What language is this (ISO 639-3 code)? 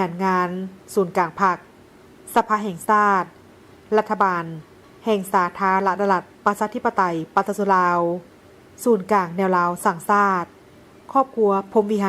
lao